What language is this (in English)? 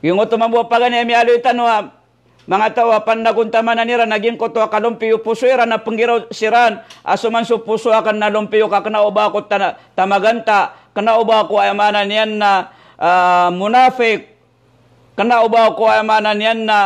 Maranao